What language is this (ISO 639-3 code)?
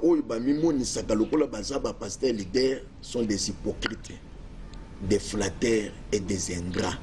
lin